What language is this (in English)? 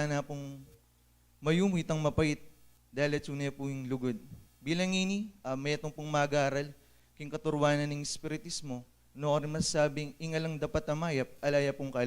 Pampanga